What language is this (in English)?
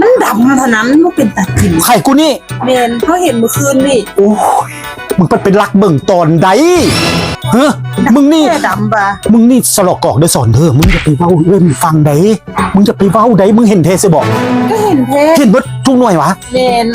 Northeastern Thai